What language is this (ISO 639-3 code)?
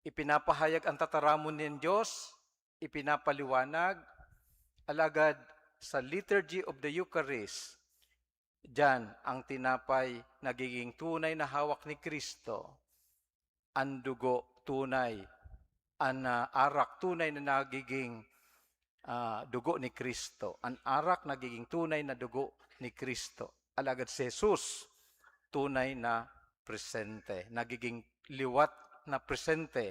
bik